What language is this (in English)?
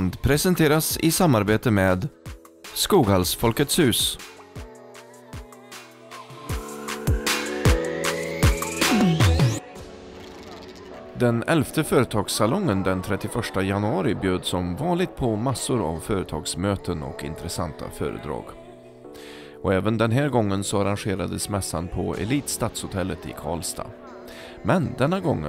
Swedish